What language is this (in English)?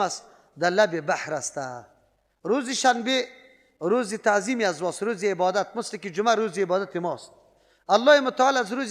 Persian